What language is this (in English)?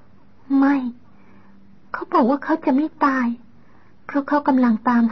Thai